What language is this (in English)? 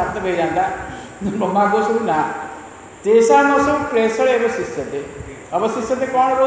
Odia